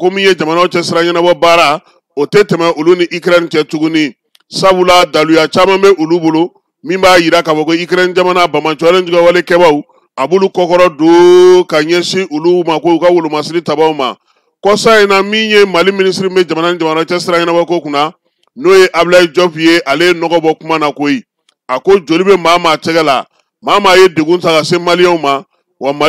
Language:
Bambara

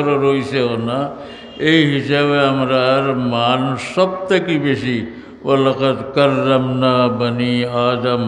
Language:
Sylheti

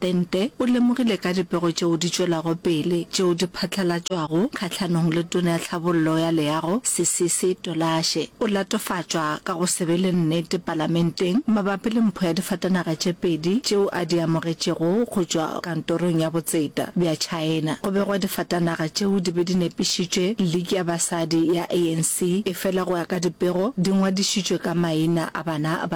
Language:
Northern Sotho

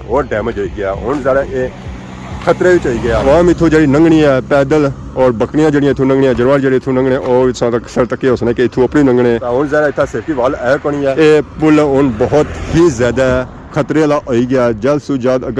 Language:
Pahari-Potwari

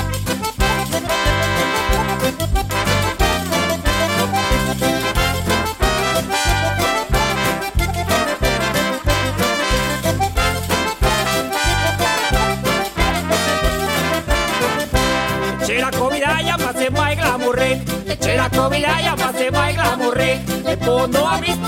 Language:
Basque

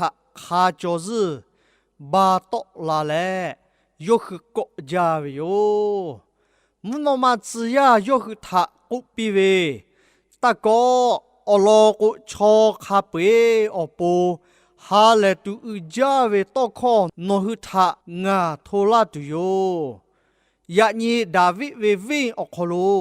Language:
Lahu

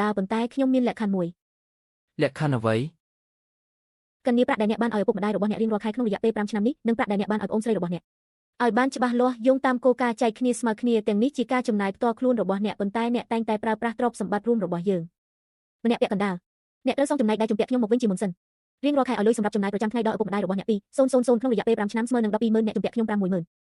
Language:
Khmer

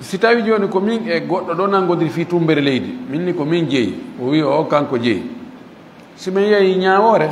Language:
Fula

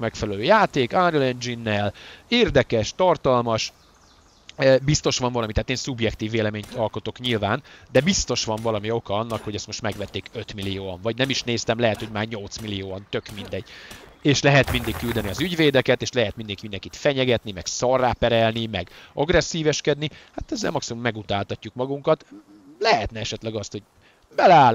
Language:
Hungarian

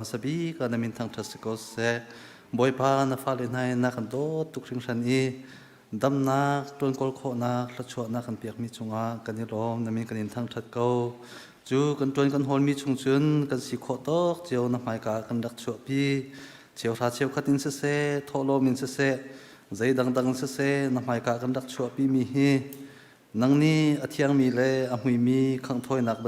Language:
Hakha Chin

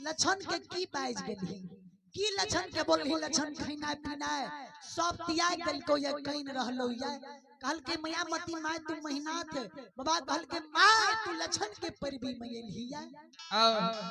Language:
Maithili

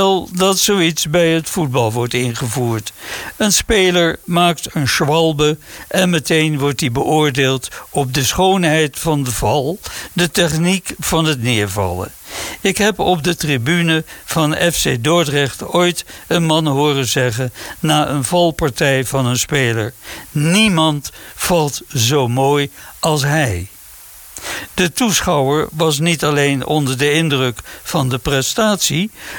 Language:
Dutch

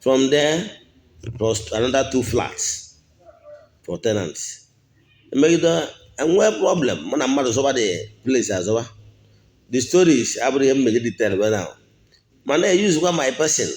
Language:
Igbo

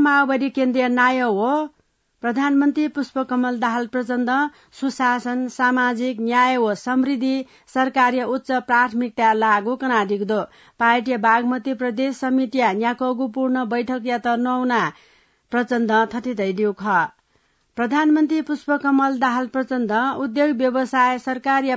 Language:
Newari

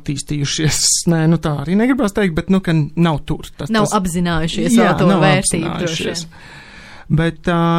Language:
Latvian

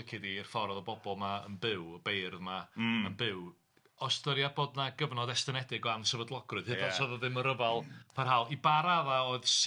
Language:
Welsh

